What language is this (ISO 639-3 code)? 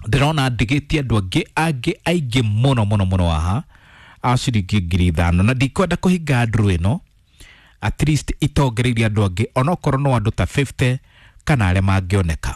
kik